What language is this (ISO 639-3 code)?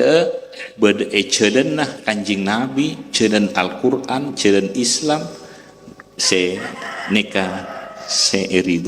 mad